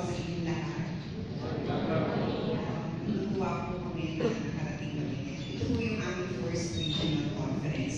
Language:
Filipino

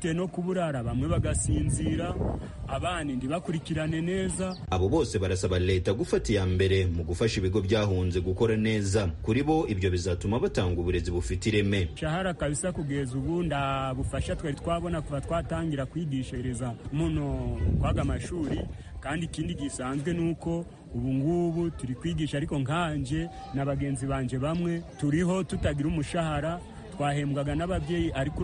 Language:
Kinyarwanda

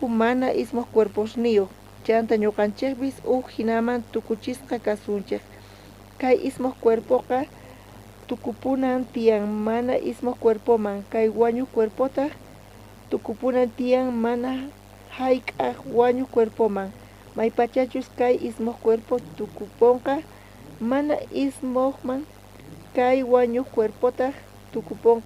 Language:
South Bolivian Quechua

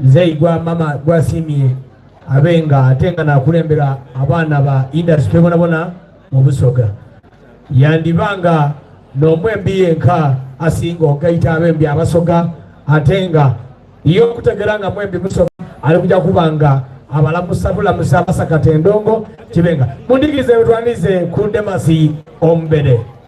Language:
Soga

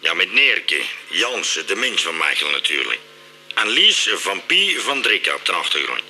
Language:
Limburgish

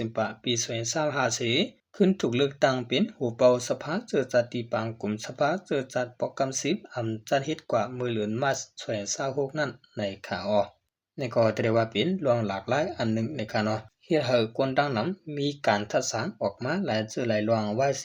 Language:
Shan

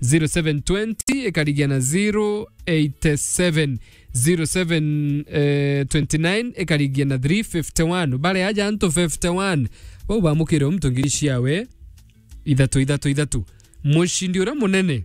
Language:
Meru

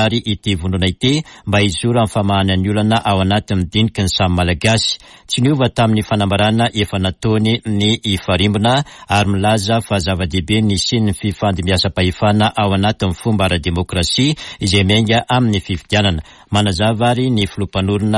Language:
Malagasy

